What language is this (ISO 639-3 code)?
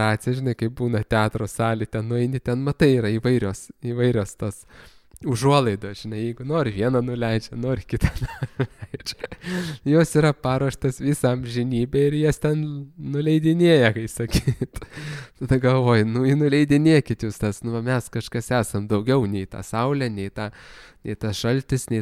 lit